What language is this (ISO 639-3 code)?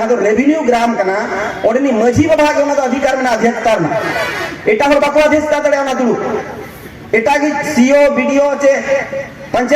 sat